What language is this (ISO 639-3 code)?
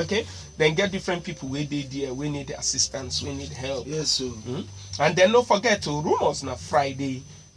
pcm